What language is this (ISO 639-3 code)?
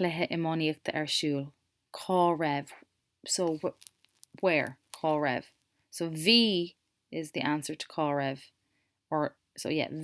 gle